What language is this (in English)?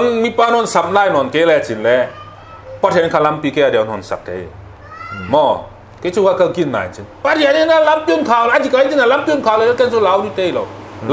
Paite Chin